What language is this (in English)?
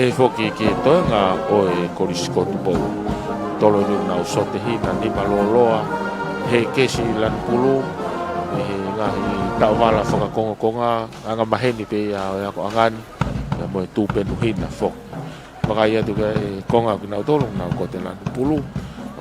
Tongan